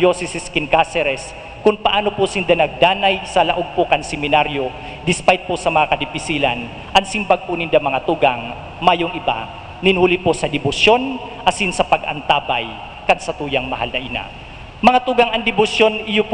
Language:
Bikol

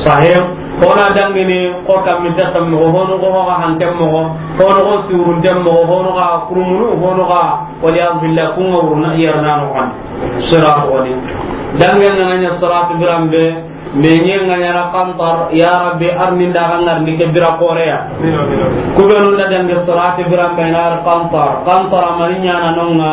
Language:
Soninke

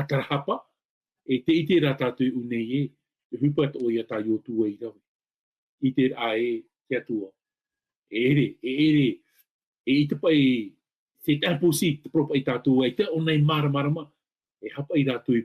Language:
Tahitian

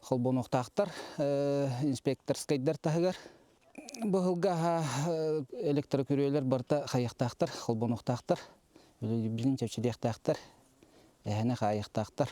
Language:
Yakut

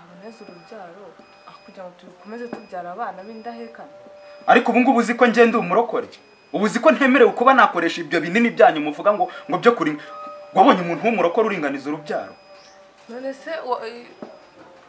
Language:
Kinyarwanda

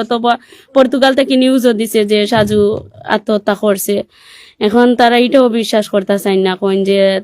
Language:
Sylheti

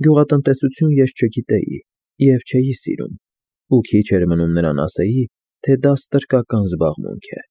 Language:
Armenian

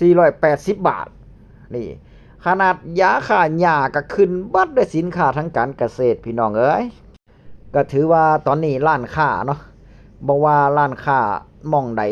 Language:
Northeastern Thai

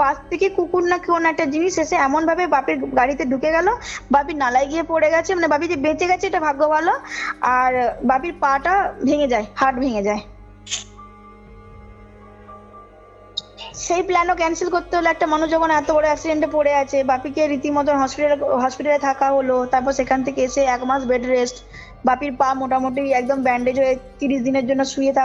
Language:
Bangla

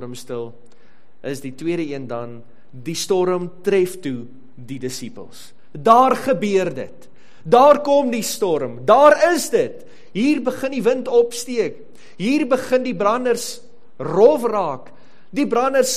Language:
Afrikaans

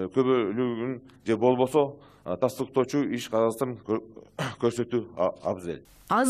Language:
Kyrgyz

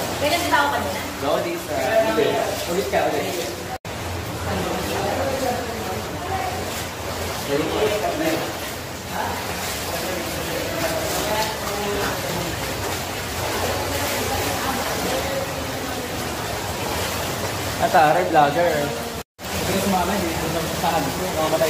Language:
Filipino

